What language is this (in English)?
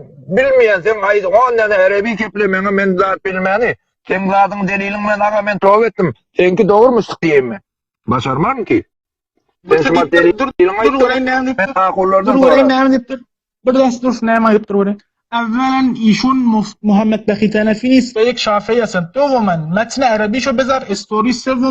Turkmen